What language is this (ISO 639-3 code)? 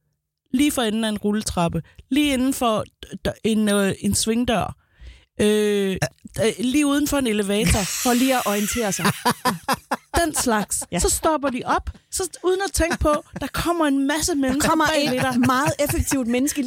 dan